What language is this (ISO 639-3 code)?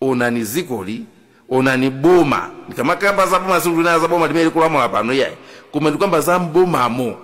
nya